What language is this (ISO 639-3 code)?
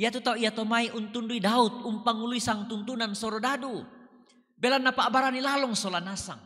sda